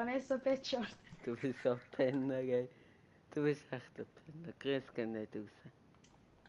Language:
Swiss German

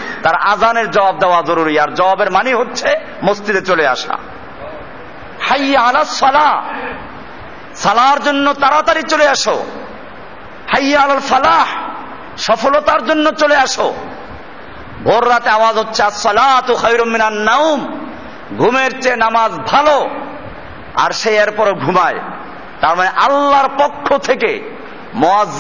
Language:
Bangla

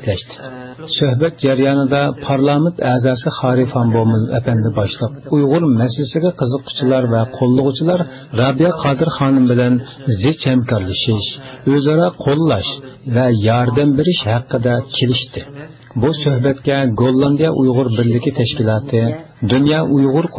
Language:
Uyghur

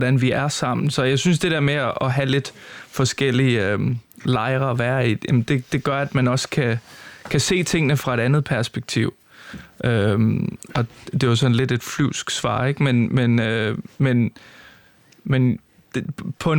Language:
Danish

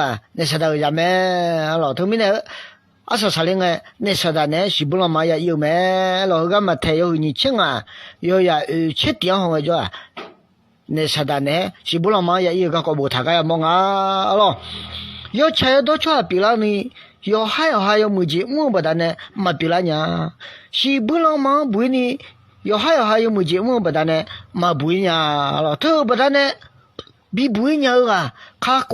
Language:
Akha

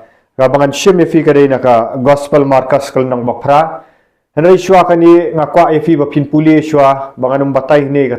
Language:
Khasi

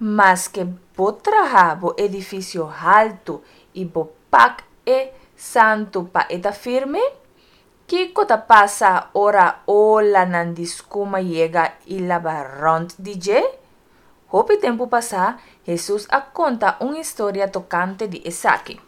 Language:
Papiamento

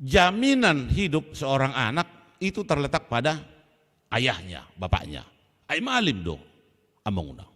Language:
Batak Toba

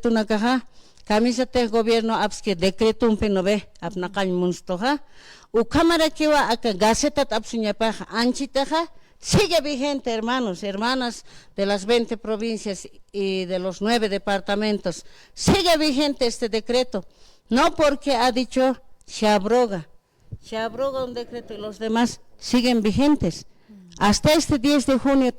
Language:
Aymara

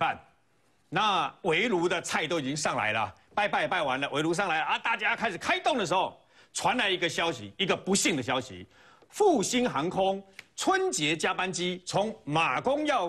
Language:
Chinese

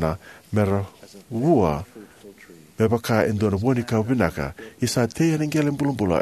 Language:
Fijian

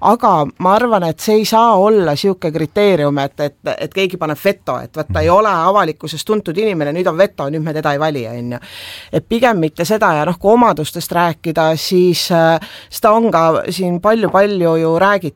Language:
Estonian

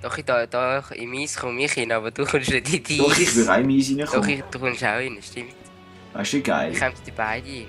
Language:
Swiss German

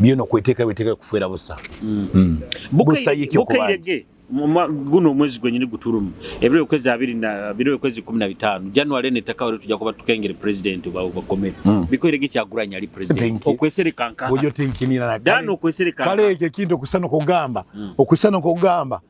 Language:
Nyoro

